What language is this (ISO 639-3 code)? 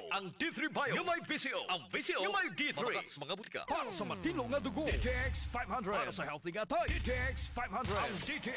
hil